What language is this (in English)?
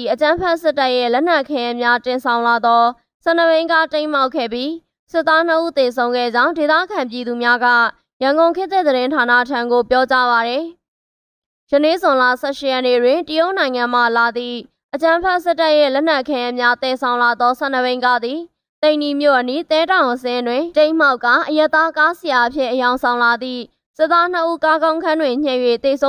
Burmese